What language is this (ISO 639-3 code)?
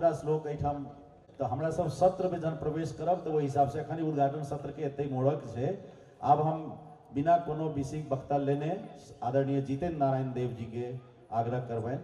mai